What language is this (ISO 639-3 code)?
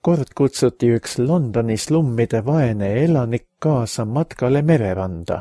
est